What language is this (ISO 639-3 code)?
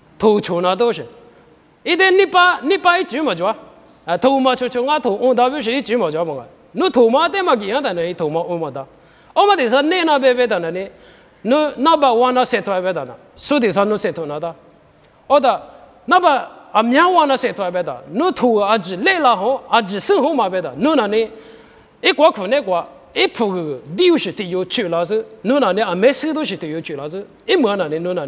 lis